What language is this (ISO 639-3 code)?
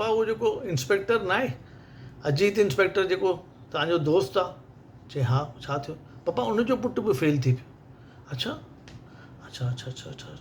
snd